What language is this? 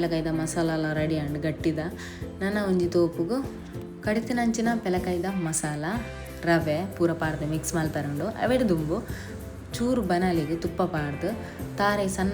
Tulu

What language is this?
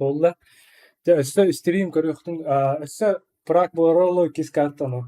Yakut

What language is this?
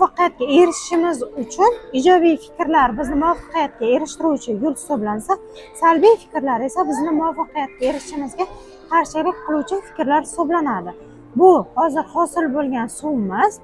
Uzbek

